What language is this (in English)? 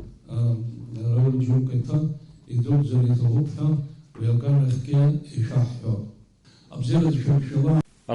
Abkhazian